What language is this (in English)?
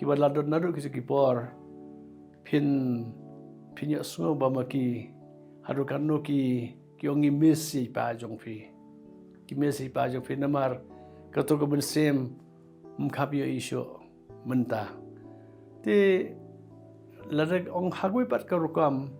Khasi